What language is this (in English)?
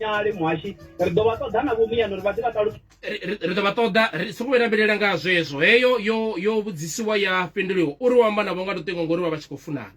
Venda